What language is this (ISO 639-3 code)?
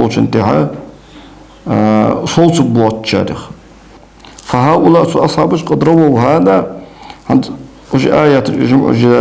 inh